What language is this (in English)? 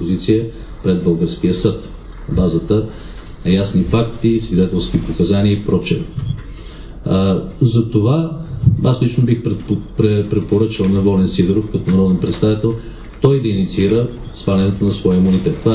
Bulgarian